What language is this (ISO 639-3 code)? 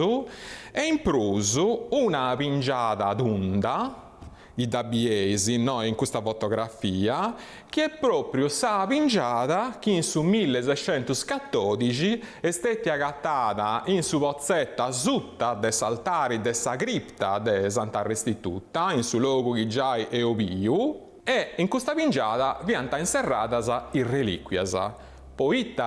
srd